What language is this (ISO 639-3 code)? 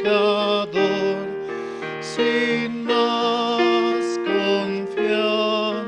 aym